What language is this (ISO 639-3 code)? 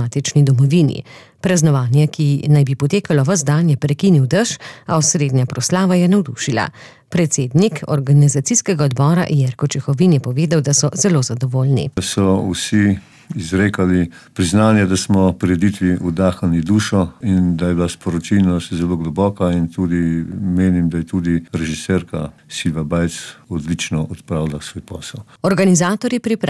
slv